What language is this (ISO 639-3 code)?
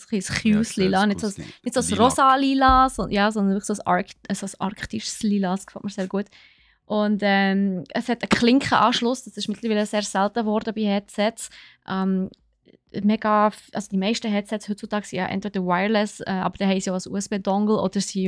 gsw